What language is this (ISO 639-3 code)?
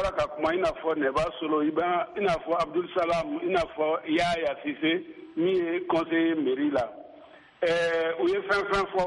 bam